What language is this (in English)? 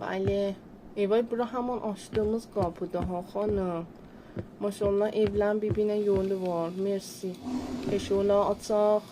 South Azerbaijani